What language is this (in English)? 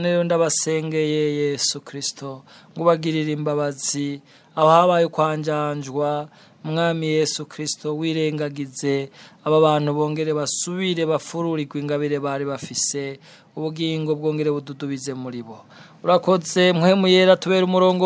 Rundi